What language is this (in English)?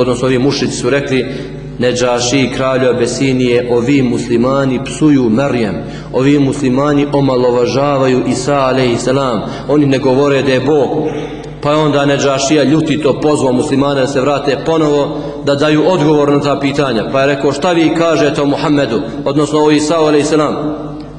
Bosnian